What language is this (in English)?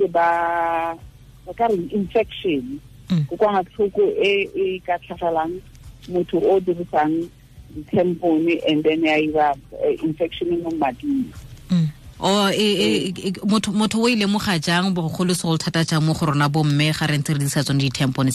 Tswana